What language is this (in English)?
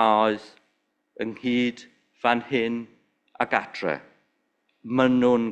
Welsh